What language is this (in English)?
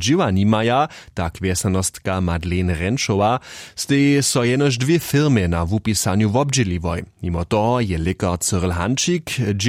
Upper Sorbian